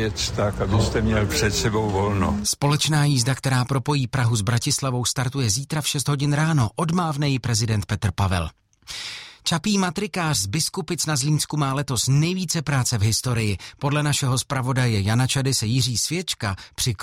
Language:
Czech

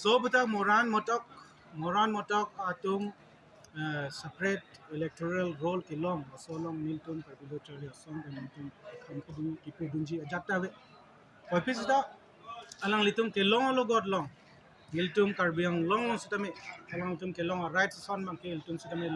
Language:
Karbi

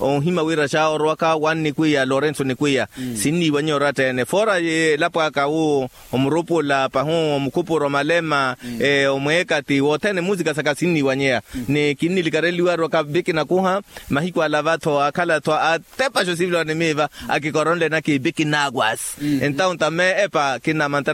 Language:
Makhuwa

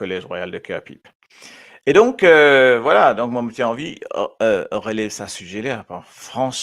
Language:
Morisyen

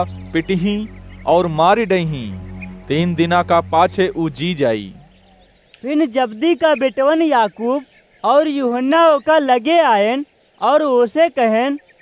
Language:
Awadhi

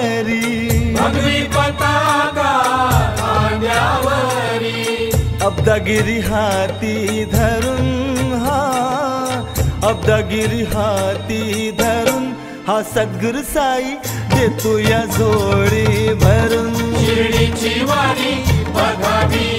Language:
Marathi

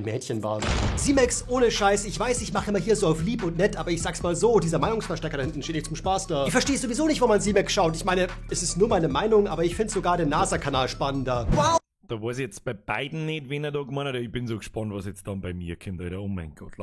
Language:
Bavarian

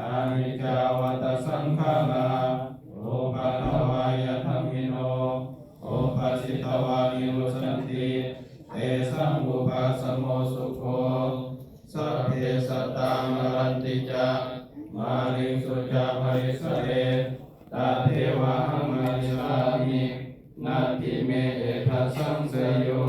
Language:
Pali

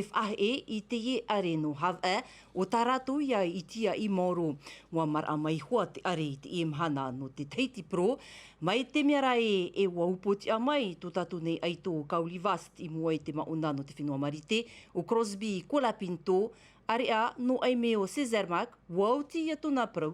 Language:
Tahitian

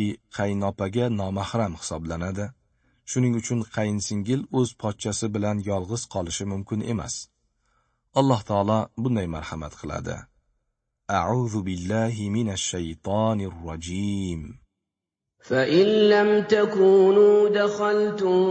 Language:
Uzbek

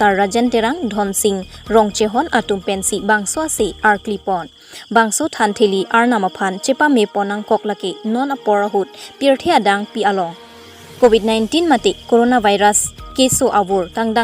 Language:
Karbi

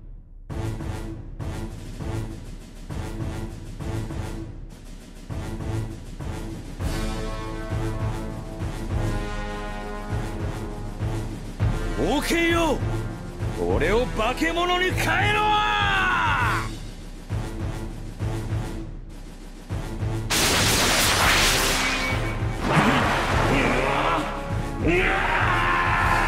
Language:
Japanese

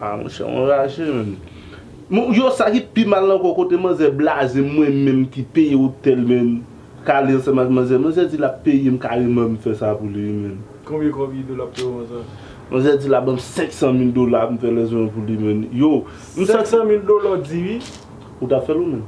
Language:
Haitian Creole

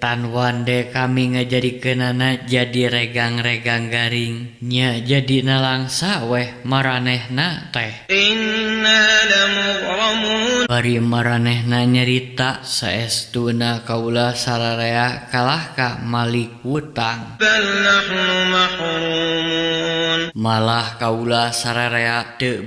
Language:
Sundanese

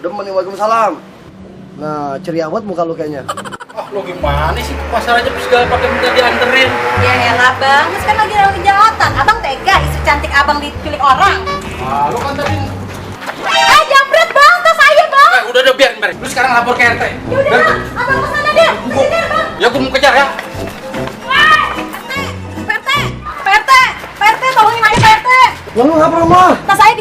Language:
Betawi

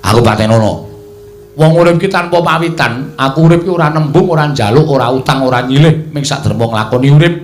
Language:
Javanese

